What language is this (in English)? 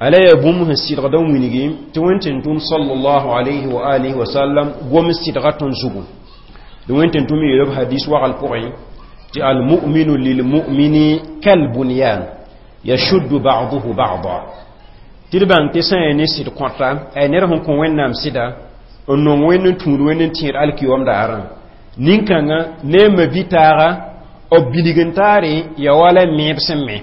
Mossi